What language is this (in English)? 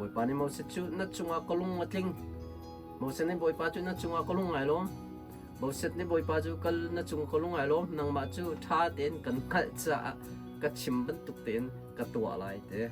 Hakha Chin